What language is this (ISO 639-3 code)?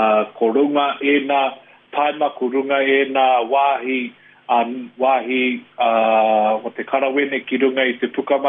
mri